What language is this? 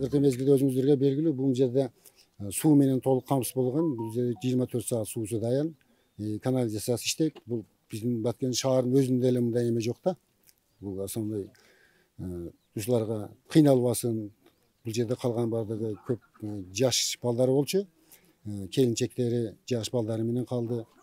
Kyrgyz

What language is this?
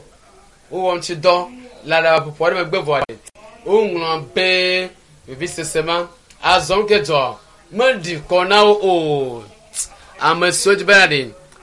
Ewe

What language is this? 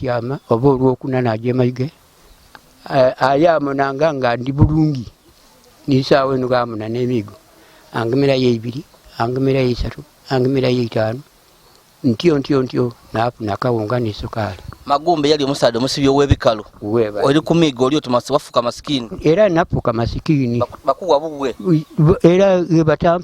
Ganda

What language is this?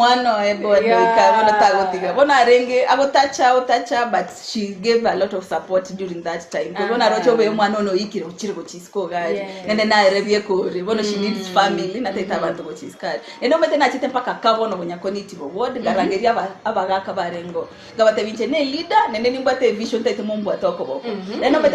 Gusii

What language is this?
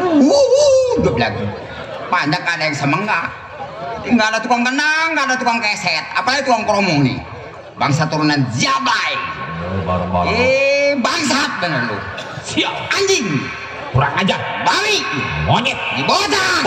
Betawi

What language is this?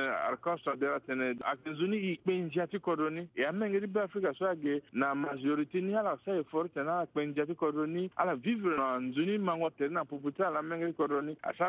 Sango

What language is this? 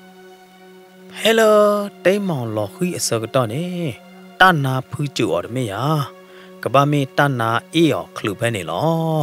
S'gaw Karen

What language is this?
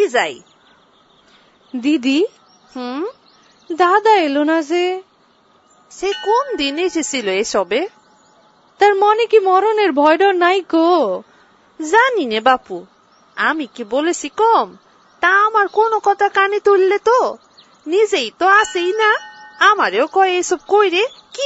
Bangla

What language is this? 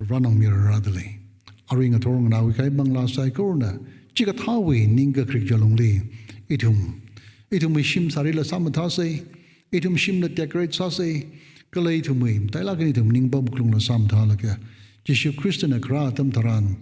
Tangkhul Naga (India)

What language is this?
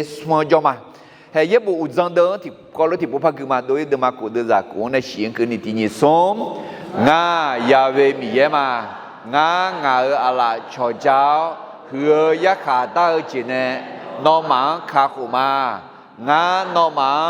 Akha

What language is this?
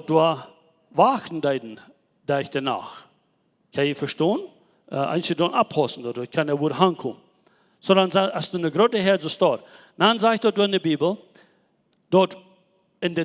Plautdietsch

